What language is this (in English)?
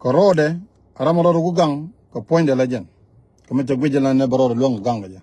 Nuer